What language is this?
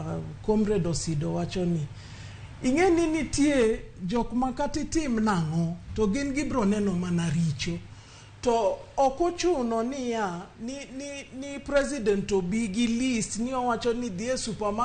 Luo (Kenya and Tanzania)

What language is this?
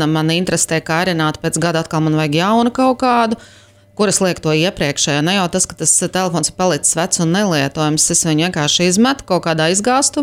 Latvian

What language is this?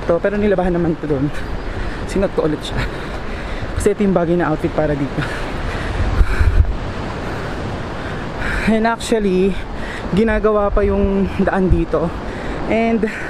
Filipino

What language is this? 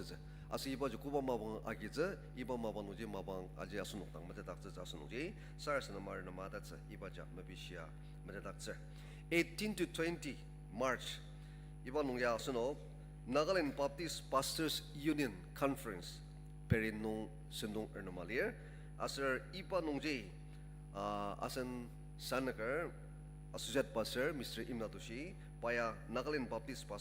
Ao Naga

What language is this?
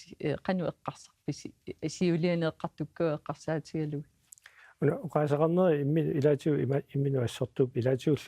Kalaallisut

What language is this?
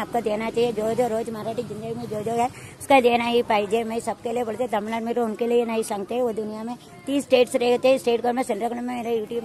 Tamil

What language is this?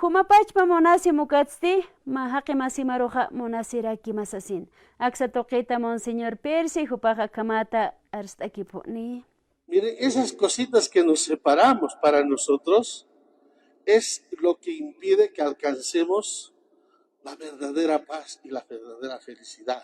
Aymara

